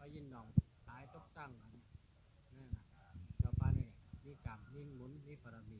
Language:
Shan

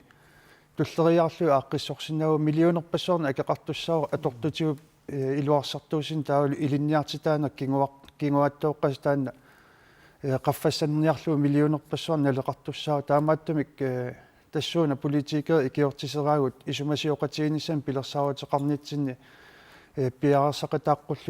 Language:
Kalaallisut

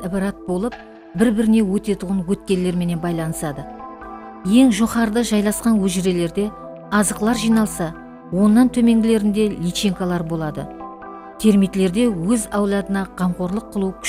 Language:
Kara-Kalpak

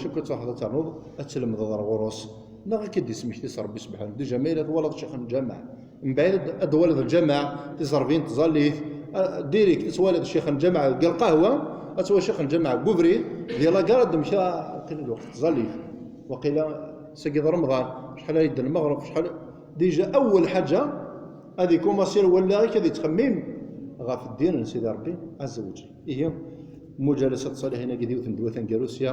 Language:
Kabyle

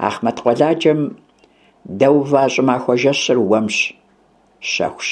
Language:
Kabardian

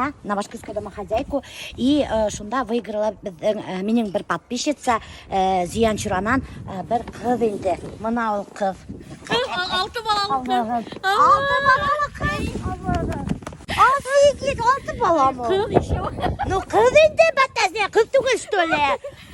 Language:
Bashkir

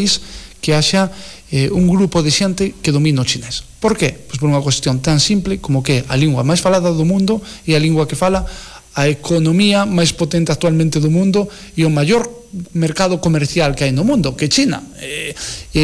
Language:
Galician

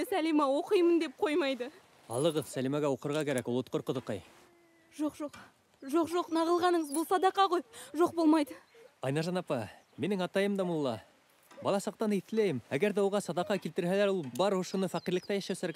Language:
Bashkir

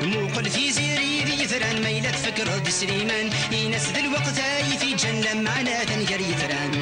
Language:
Kabyle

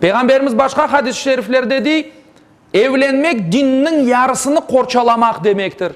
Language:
Crimean Tatar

